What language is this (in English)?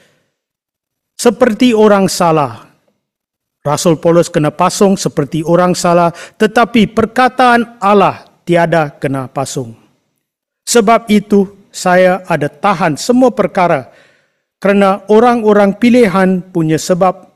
Malay